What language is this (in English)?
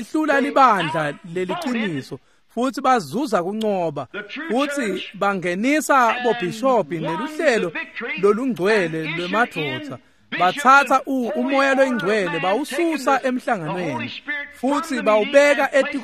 Swati